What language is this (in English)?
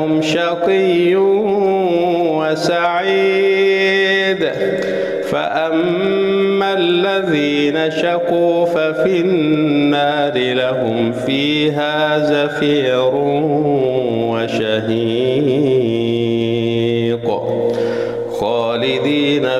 Arabic